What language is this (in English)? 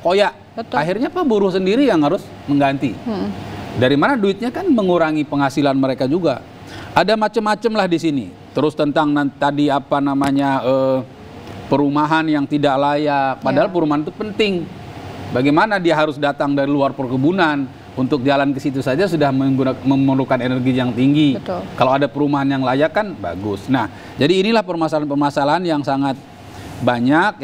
Indonesian